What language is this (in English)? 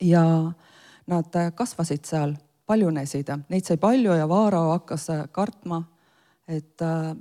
Estonian